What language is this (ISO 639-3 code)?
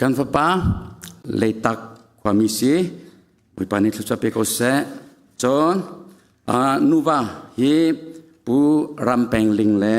cnh